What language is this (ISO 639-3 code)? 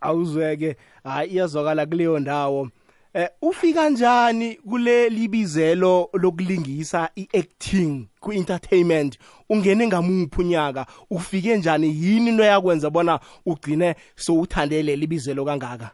nbl